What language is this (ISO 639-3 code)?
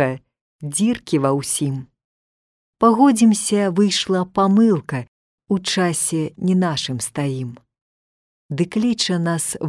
bel